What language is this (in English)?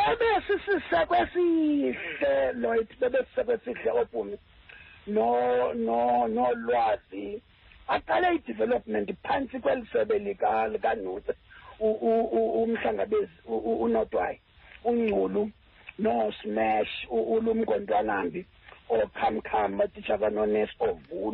Xhosa